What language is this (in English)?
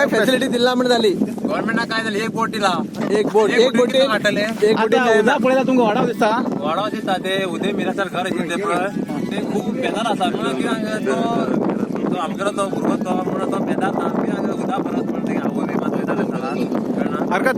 Konkani